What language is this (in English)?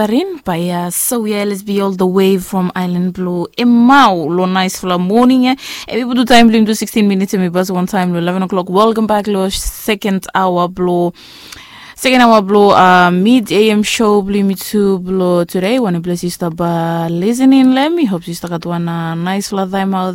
Bislama